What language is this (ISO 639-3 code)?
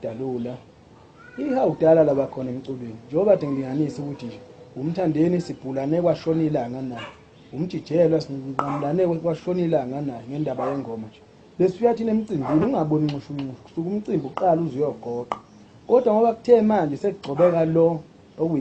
zul